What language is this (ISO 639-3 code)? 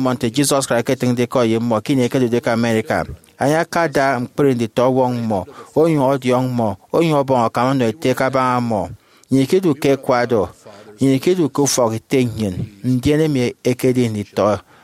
efi